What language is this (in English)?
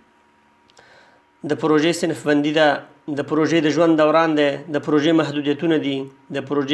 Pashto